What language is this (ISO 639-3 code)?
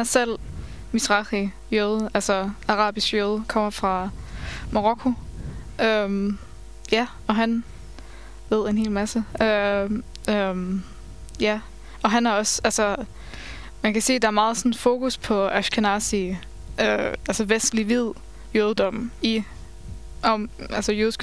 dan